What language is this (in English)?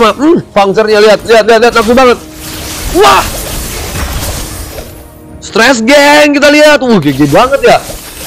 Indonesian